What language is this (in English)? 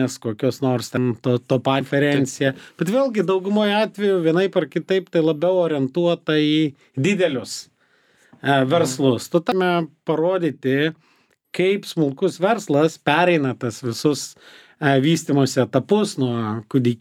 Lithuanian